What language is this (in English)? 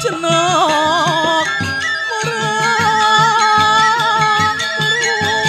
Balinese